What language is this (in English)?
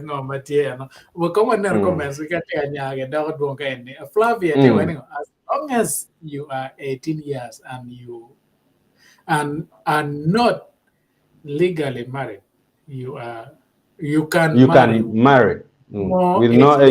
Acoli